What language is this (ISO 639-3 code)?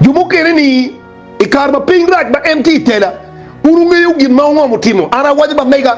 ach